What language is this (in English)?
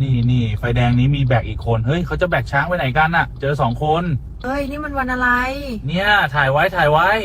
Lao